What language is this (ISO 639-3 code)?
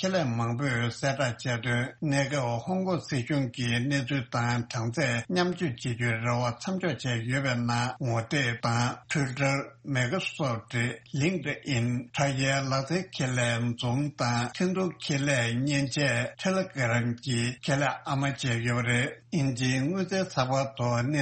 bod